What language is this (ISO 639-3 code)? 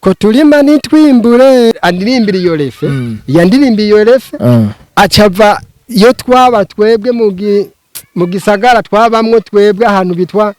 run